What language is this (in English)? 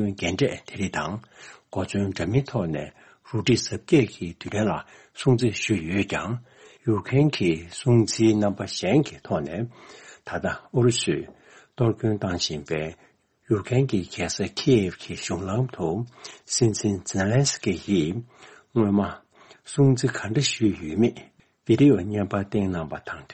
Tibetan